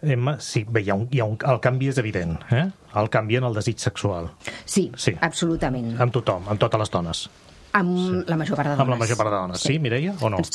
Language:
Catalan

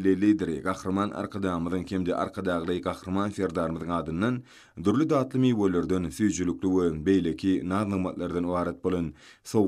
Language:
Turkmen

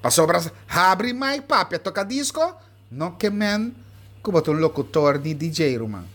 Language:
Papiamento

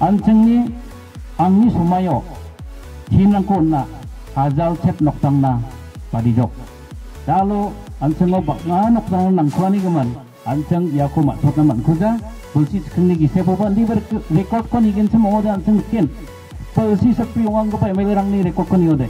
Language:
Garo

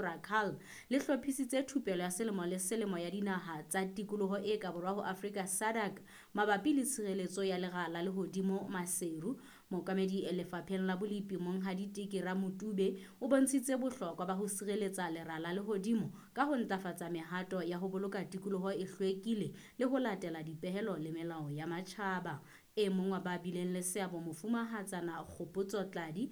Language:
Southern Sotho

